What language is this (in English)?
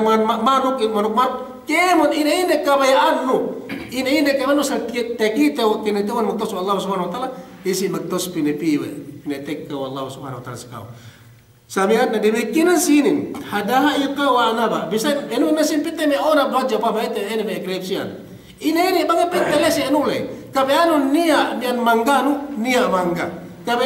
Yakan